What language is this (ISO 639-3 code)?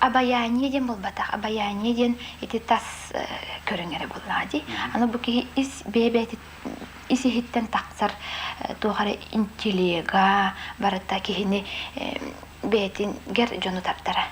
sah